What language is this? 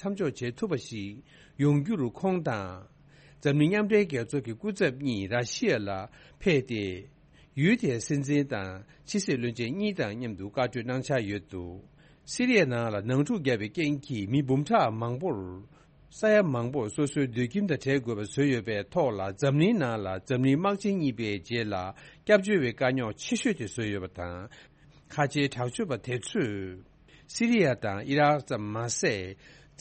Tibetan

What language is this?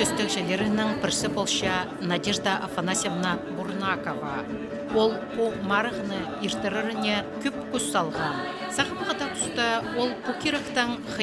Khakas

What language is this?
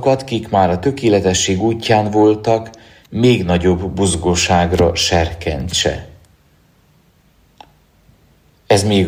Hungarian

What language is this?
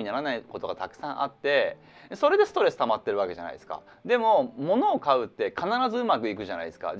Japanese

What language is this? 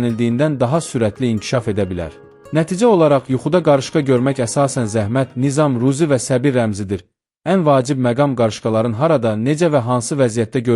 Azerbaijani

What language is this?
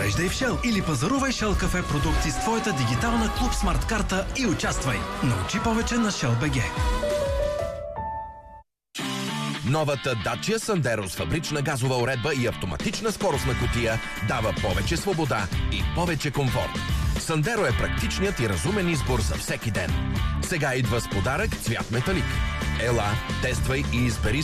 Bulgarian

